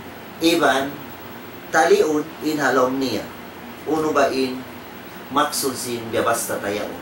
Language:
Tausug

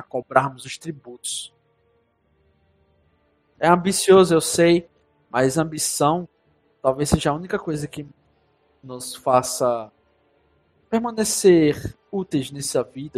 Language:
Portuguese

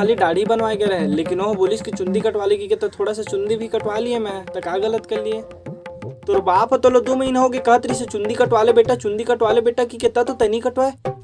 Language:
Chhattisgarhi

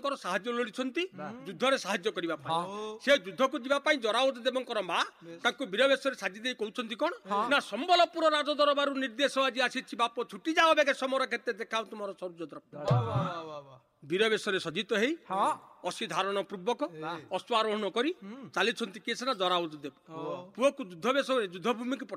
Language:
Odia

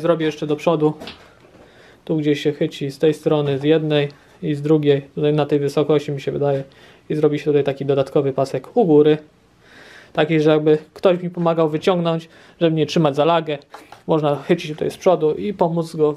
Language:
Polish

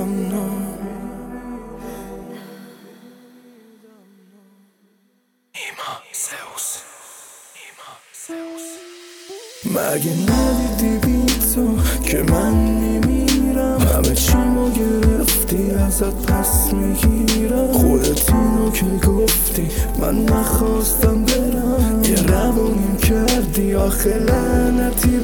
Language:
Persian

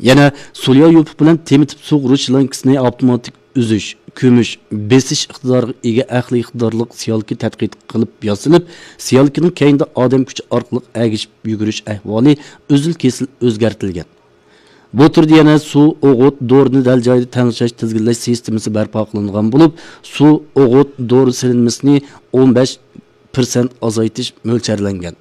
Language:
Uyghur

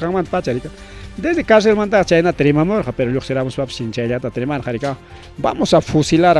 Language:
Ayacucho Quechua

